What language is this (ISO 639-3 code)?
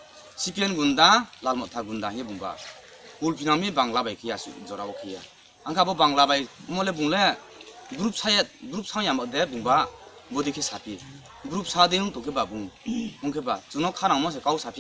ria